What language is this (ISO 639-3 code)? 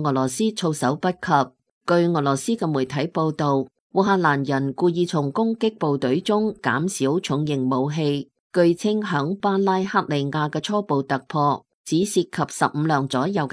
yue